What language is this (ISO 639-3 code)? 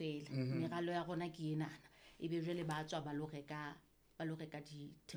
sot